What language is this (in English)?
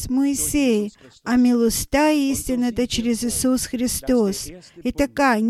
Bulgarian